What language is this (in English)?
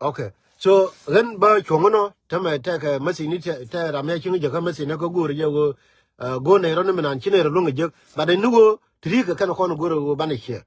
Nuer